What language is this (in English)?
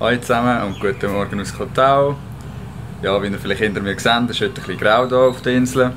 Swiss German